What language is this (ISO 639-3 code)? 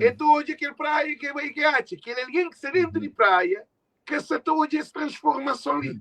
kea